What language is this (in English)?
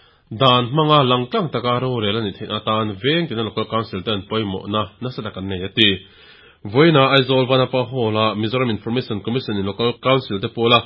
Mizo